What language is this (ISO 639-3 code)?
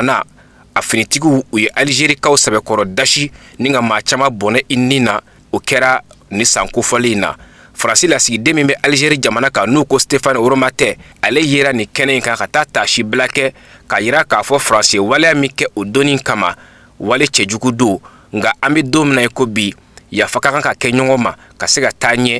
bam